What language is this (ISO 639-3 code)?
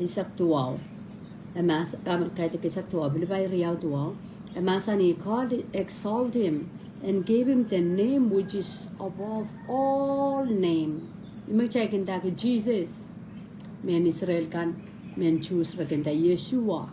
pon